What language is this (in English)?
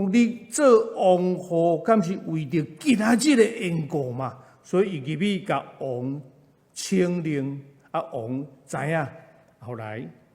Min Nan Chinese